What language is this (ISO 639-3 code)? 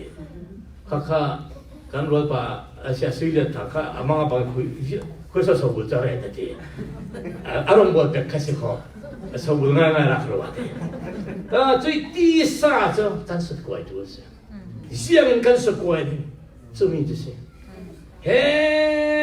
cfm